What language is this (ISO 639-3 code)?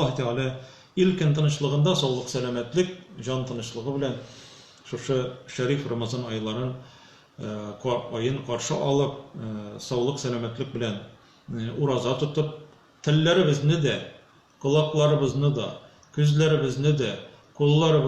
tat